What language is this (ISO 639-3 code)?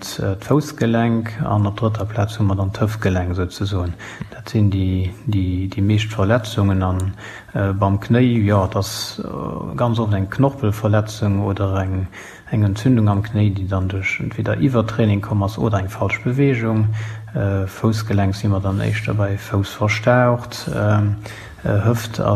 ltz